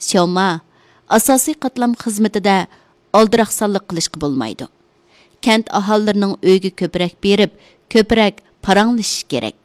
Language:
Uyghur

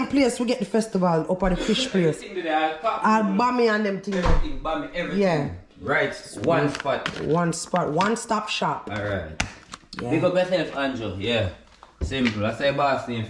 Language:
Jamaican Creole English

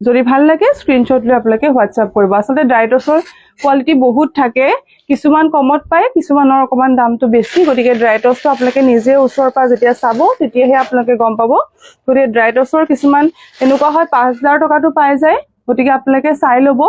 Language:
Assamese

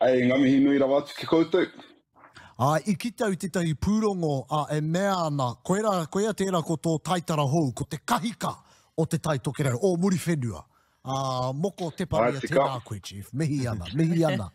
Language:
Māori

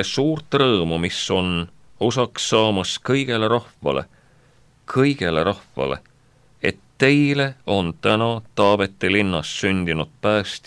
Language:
Estonian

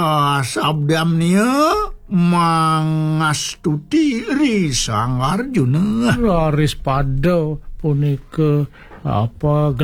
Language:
Balinese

